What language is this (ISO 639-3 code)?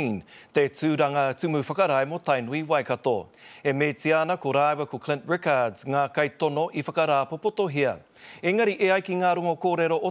mri